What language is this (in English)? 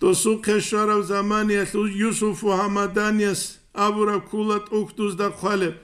Avaric